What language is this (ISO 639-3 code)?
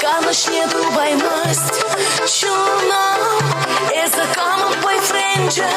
chv